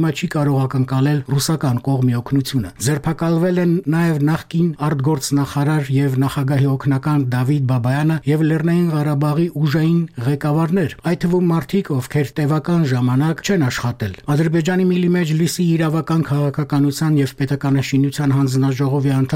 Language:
Armenian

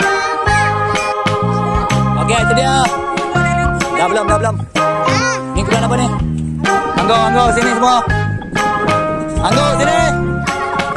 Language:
Malay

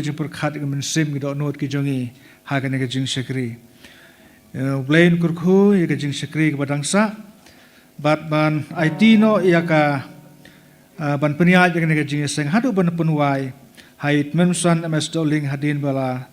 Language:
Khasi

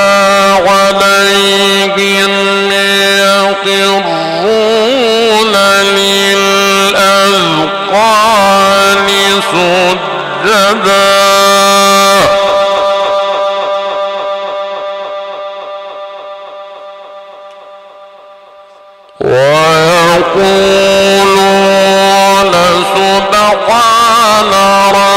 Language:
Arabic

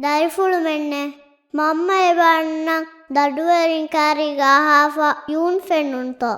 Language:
Divehi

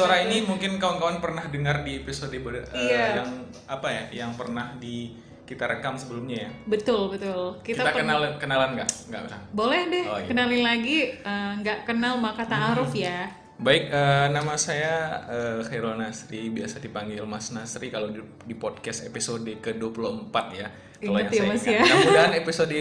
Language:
Indonesian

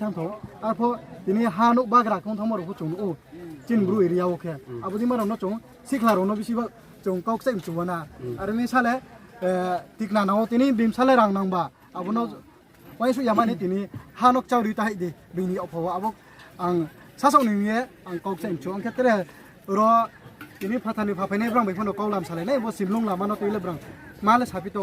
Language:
Riang (India)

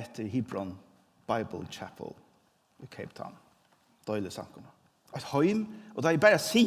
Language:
Faroese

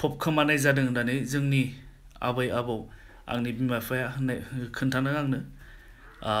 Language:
Bodo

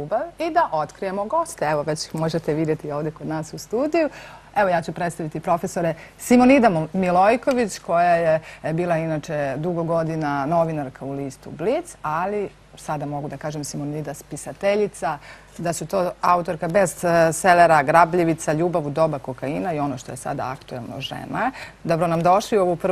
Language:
Serbian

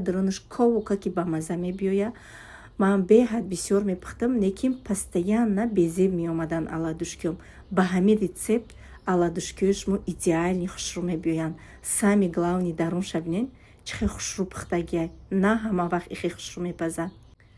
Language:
Tajik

